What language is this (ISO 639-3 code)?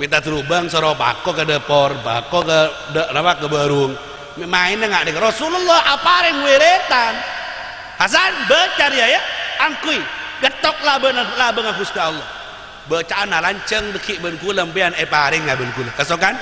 mad